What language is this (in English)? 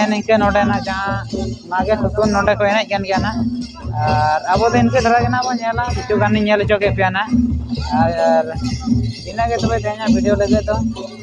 Santali